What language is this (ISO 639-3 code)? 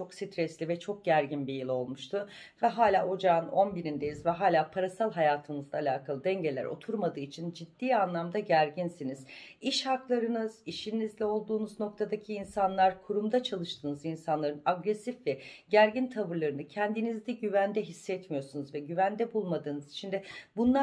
tur